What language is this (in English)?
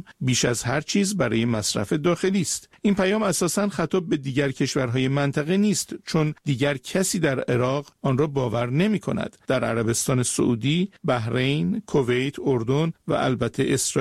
Persian